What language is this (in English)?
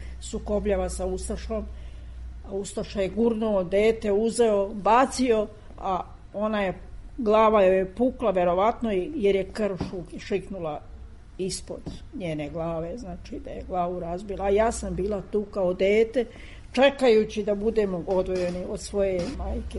Serbian